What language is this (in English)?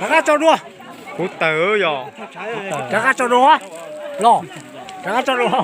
Hmong